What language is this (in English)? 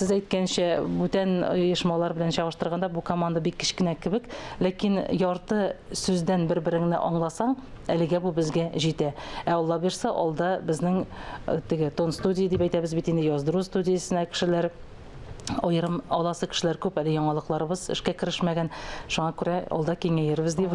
Tatar